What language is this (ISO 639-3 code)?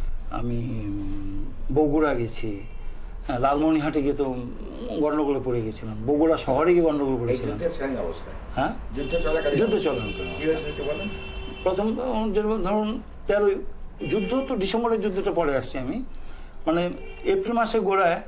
ben